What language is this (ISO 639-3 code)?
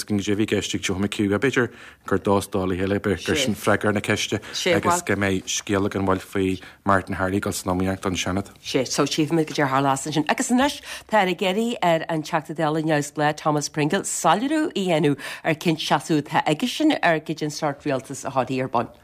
gle